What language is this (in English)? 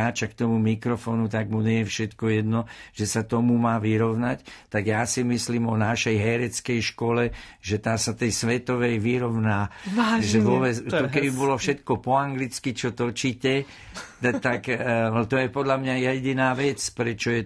Slovak